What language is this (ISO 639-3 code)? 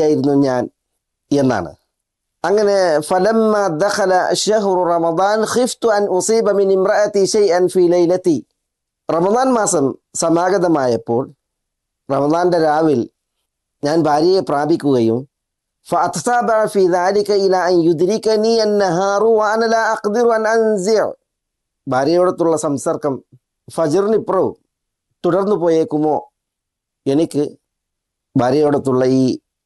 mal